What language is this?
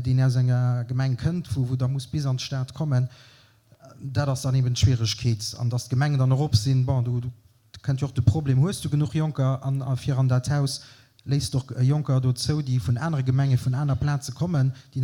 Luxembourgish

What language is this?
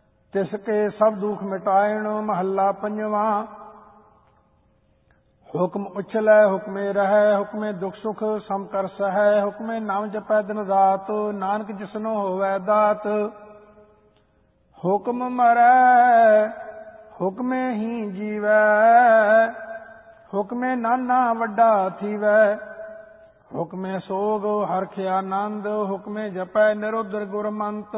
Punjabi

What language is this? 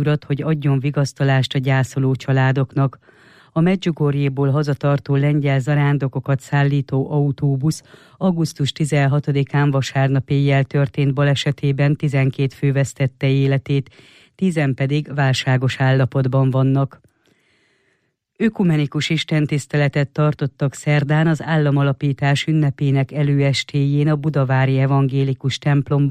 Hungarian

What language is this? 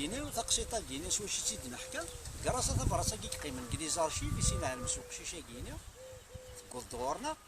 Kabyle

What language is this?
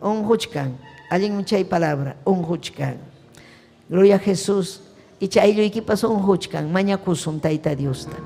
Ayacucho Quechua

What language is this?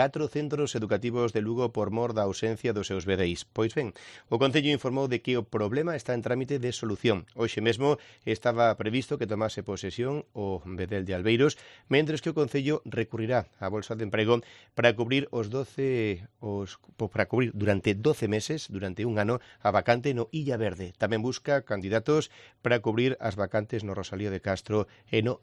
Galician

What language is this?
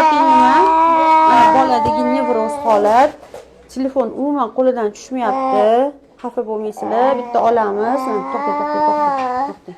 Uzbek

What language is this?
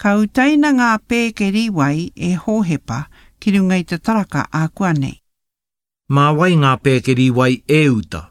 Māori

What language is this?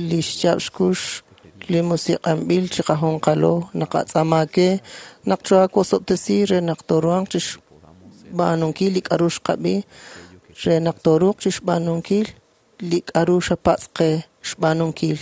Kekchí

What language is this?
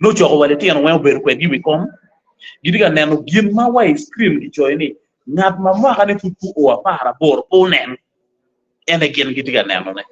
Acoli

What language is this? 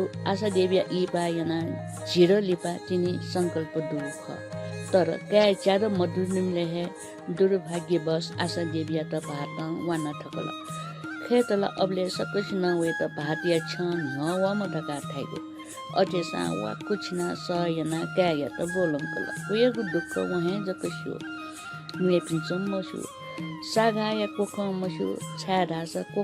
Newari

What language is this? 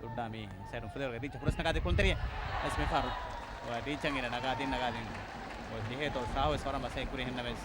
Divehi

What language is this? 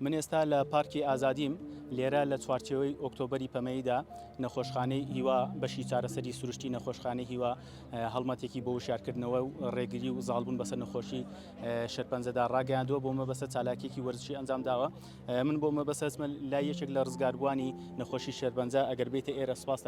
Central Kurdish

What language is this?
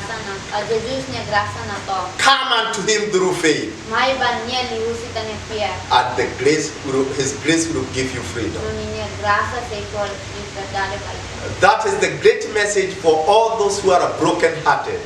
Tetum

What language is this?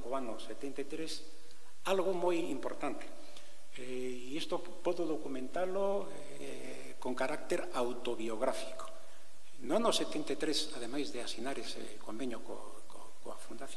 Galician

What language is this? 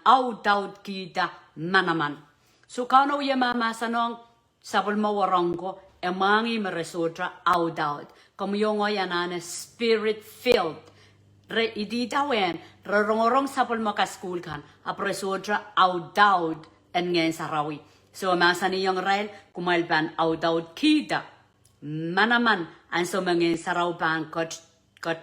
Pohnpeian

